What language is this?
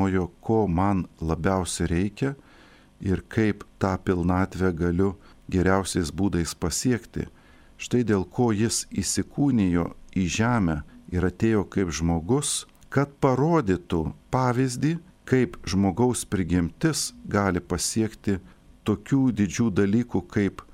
Lithuanian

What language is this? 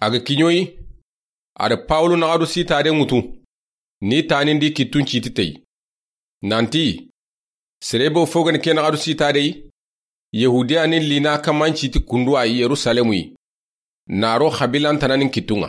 Soninke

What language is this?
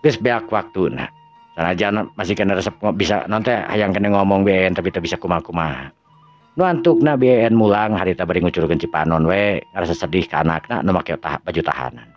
Sundanese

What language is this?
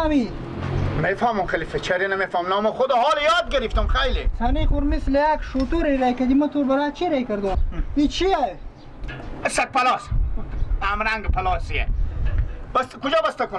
Persian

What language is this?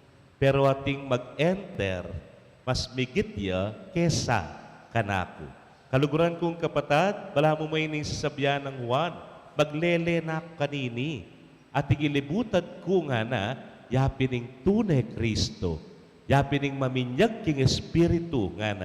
Pampanga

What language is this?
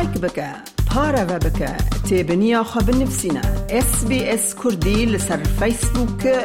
Kurdish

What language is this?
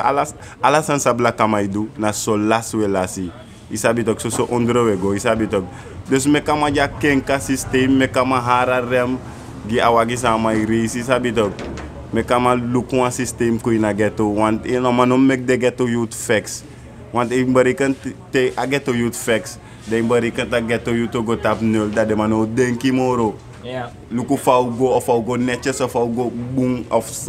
Sranan Tongo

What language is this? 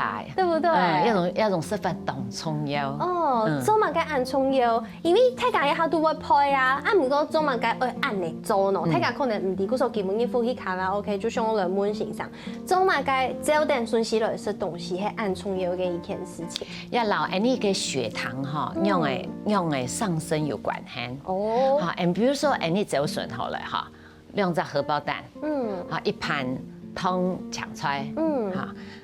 Hakka Chinese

